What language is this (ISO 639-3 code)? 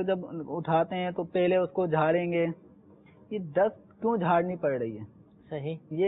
urd